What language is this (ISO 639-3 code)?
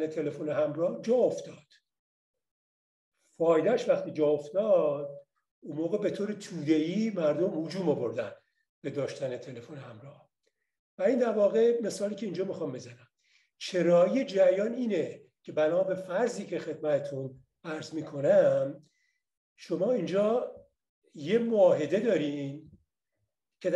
fas